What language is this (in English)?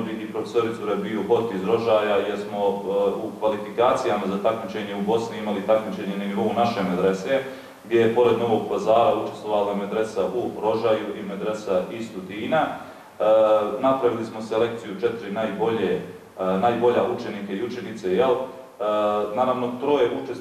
Bosnian